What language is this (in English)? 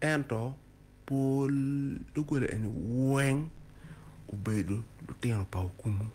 Acoli